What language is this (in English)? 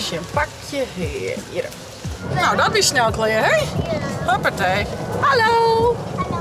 Western Frisian